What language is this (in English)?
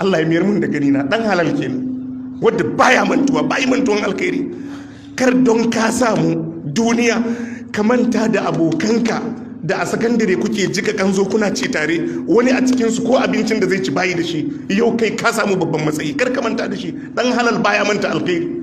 Hausa